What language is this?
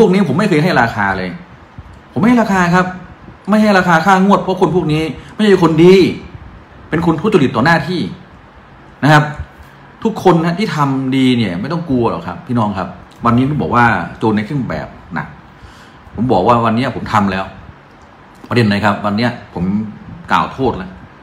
Thai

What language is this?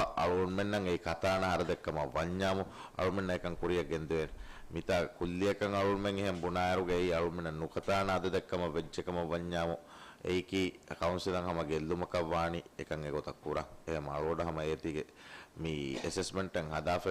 Divehi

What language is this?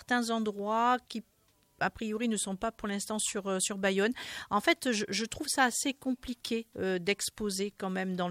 French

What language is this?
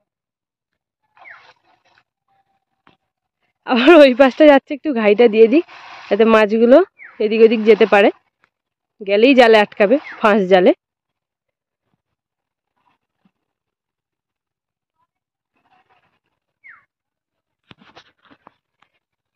Bangla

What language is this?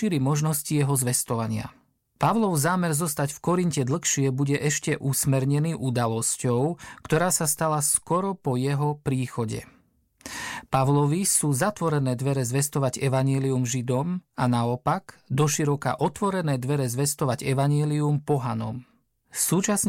Slovak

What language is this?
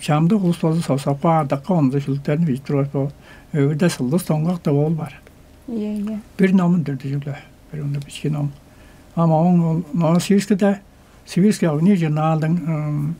Tuvinian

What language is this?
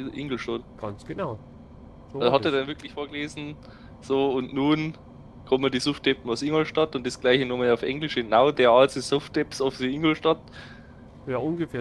Bavarian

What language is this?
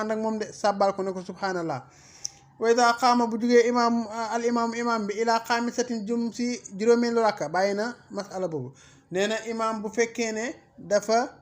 Wolof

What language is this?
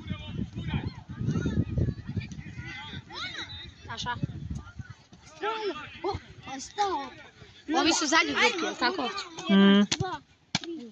Croatian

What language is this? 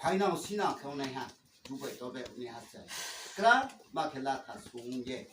Riang (India)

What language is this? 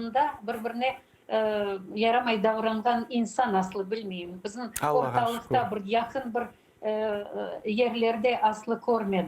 Crimean Tatar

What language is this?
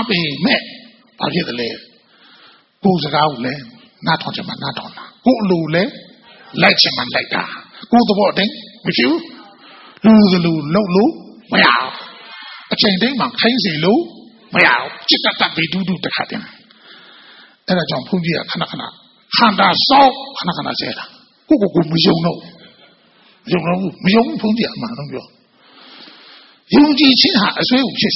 Burmese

